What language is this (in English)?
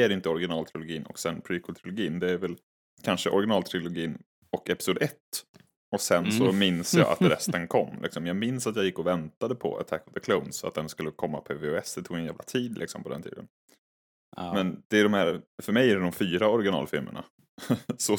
Swedish